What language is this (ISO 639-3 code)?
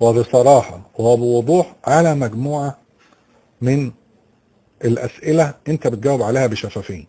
arz